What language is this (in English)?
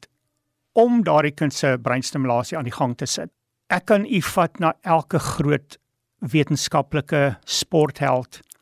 Afrikaans